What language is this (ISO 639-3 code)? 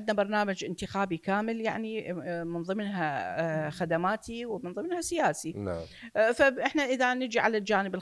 acm